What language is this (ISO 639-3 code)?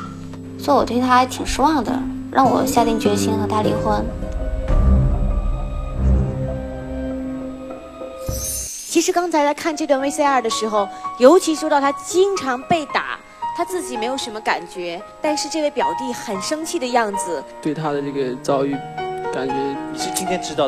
zho